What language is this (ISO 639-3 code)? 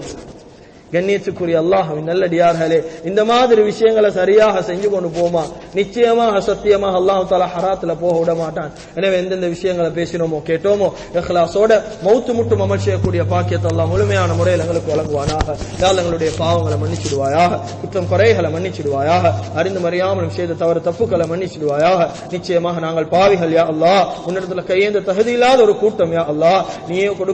tam